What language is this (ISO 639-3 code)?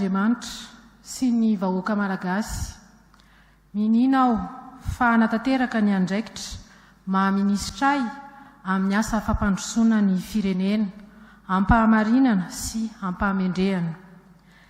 mlg